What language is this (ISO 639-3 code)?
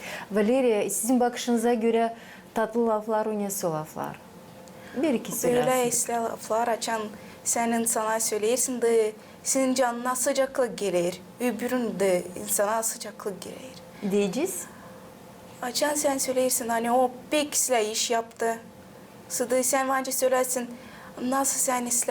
gag